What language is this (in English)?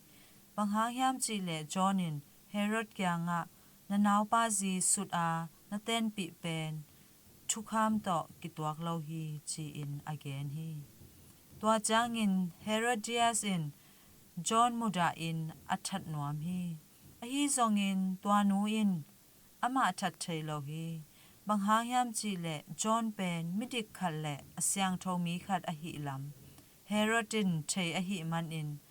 Tedim Chin